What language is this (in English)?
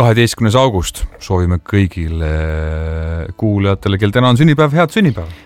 Estonian